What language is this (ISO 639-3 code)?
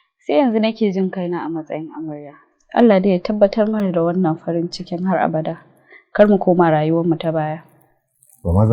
hau